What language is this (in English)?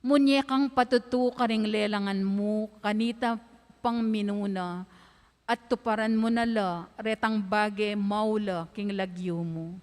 Pampanga